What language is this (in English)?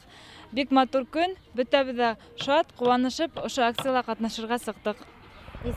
Bashkir